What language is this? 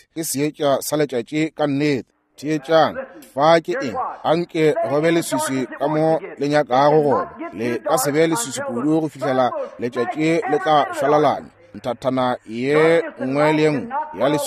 Northern Sotho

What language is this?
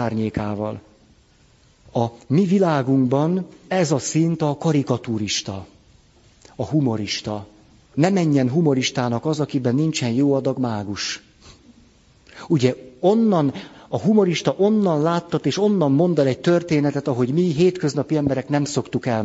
Hungarian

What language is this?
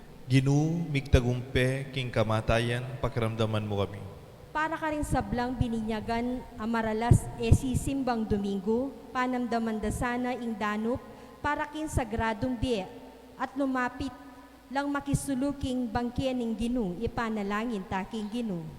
Pampanga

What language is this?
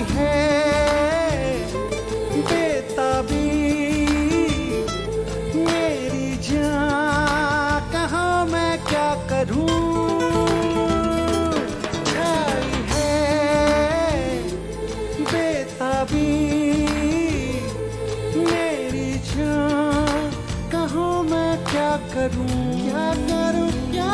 Hindi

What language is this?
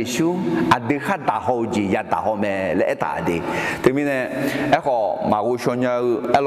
Akha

